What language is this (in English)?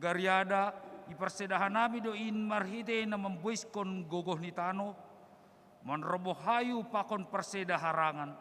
Batak Simalungun